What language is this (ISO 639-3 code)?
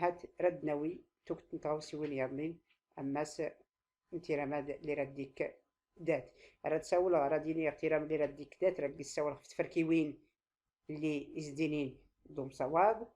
shi